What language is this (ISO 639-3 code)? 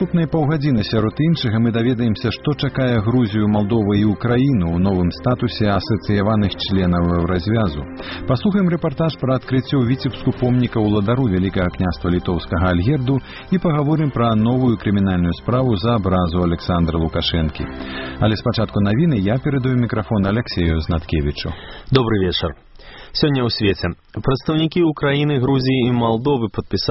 bel